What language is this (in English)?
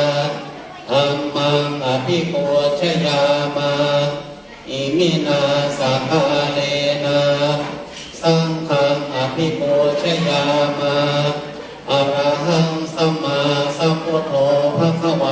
Pali